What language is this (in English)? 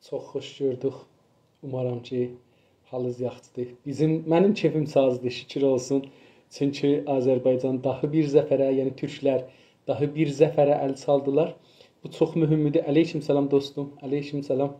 South Azerbaijani